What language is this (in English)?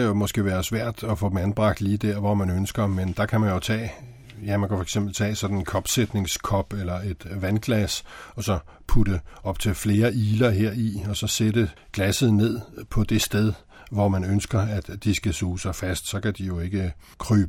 Danish